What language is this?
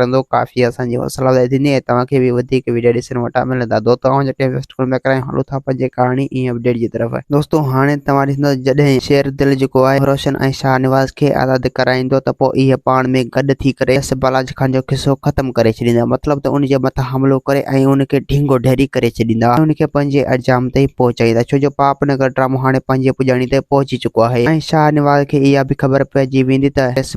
Sindhi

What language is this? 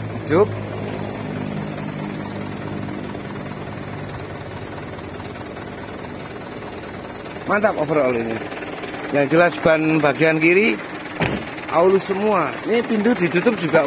Indonesian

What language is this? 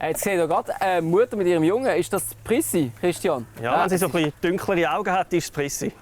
Swiss German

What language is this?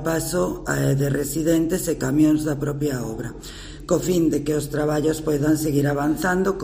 Galician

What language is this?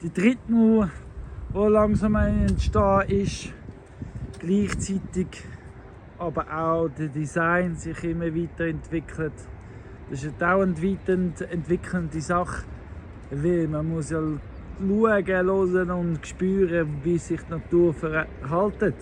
Swiss German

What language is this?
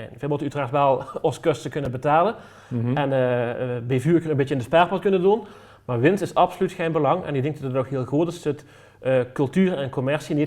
Limburgish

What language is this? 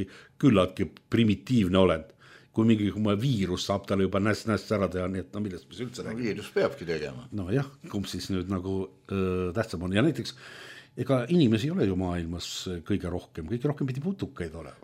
Estonian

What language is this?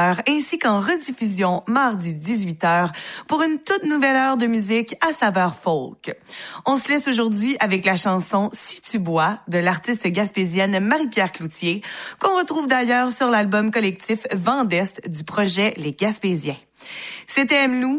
French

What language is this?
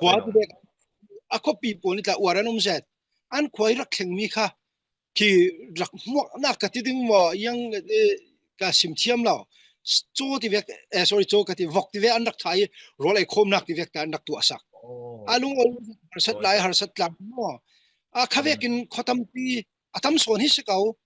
Falam Chin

